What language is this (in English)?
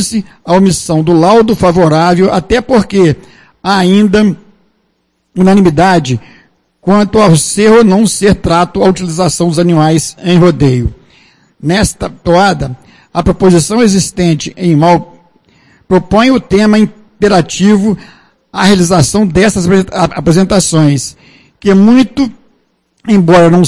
Portuguese